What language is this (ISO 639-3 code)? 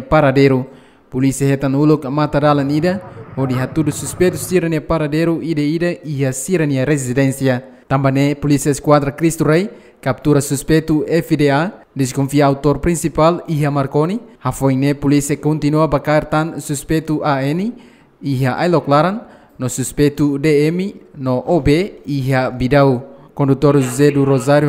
tet